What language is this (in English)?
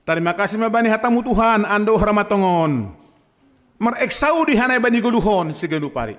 Batak Simalungun